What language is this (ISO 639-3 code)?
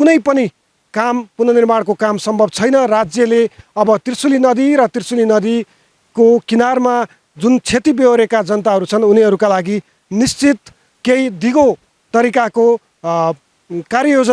nep